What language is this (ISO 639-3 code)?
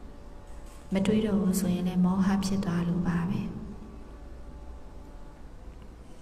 mya